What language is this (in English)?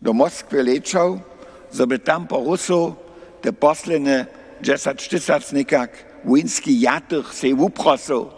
Upper Sorbian